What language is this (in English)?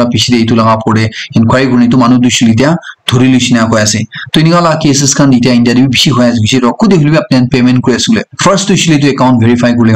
Naga Pidgin